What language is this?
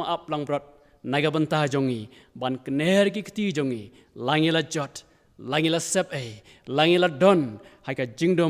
Khasi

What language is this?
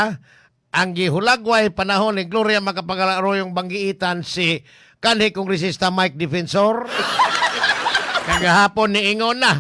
Cebuano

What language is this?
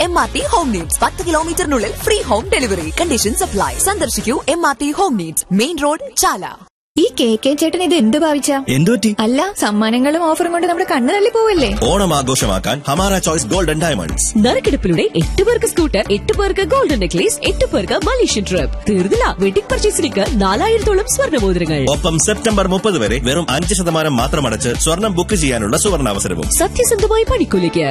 Malayalam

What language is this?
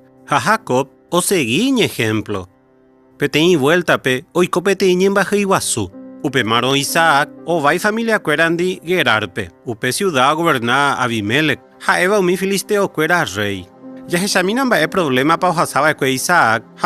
Guarani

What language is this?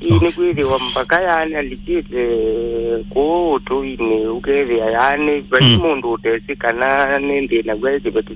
Kamba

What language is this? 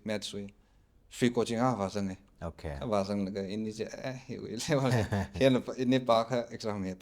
Tangkhul Naga (India)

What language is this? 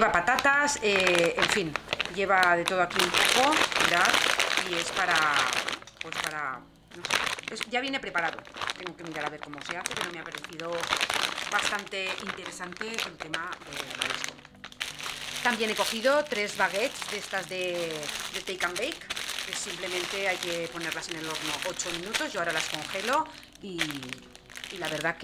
Spanish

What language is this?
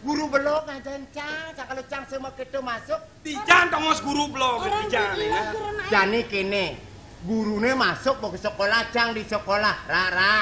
Balinese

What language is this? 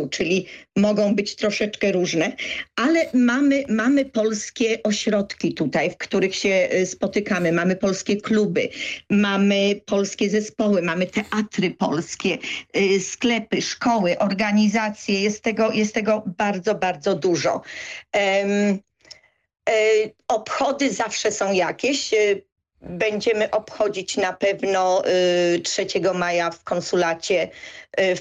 Polish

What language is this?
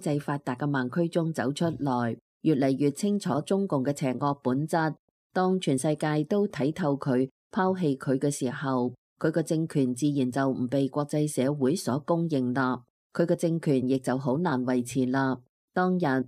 Cantonese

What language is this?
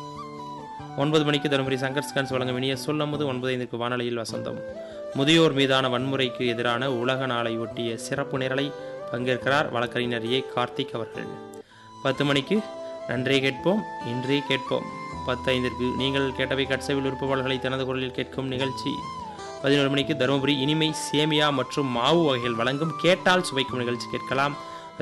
Tamil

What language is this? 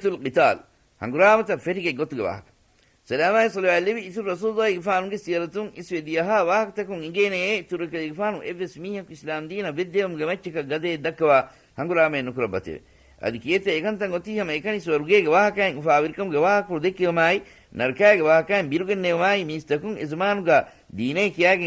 Divehi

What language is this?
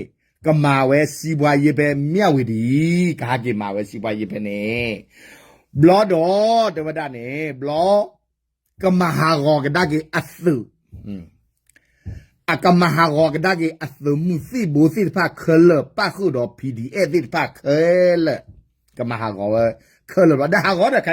S'gaw Karen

